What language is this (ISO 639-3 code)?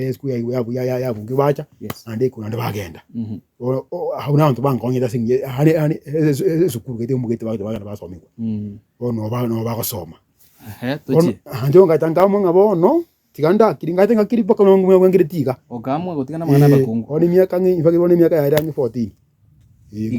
guz